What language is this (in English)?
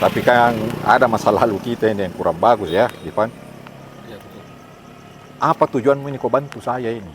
Makassar Malay